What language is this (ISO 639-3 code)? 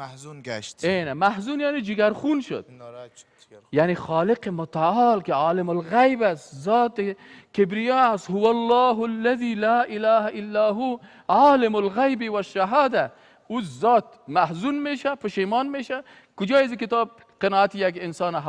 fas